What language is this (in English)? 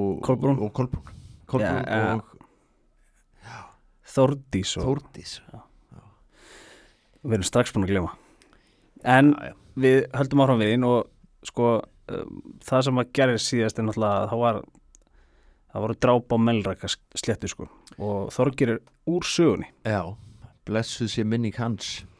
Icelandic